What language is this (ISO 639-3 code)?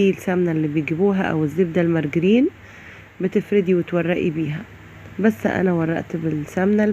arz